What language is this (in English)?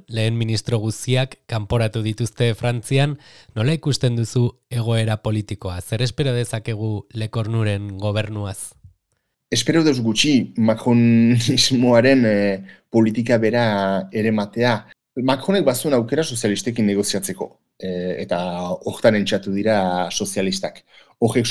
Basque